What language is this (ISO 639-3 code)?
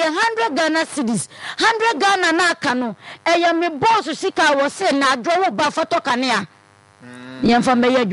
aka